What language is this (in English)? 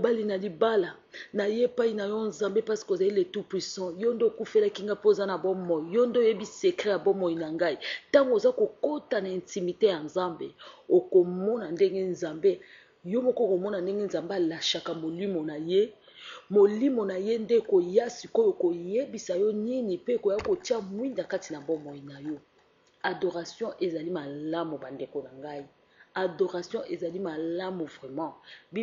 Lingala